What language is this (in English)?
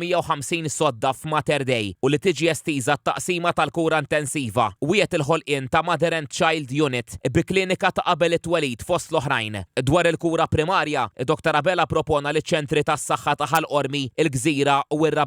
Maltese